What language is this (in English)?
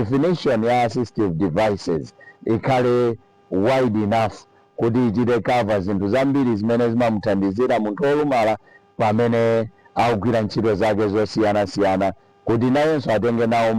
Nyanja